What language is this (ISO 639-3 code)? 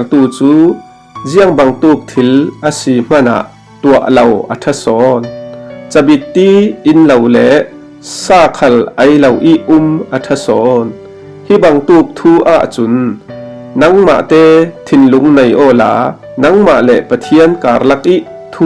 cfm